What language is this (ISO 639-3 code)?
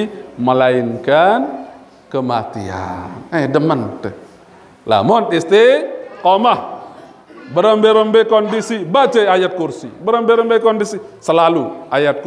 sas